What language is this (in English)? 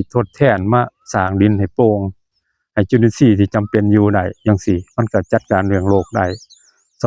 Northeastern Thai